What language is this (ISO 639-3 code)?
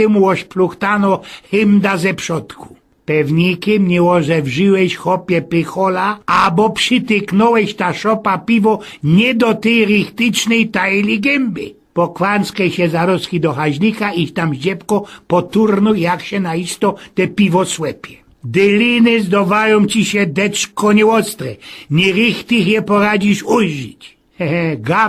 szl